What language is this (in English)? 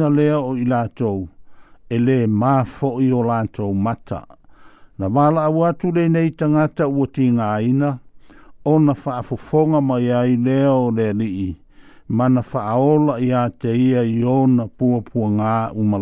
Samoan